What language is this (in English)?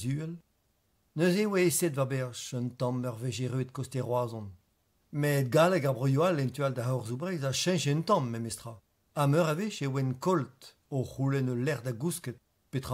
Breton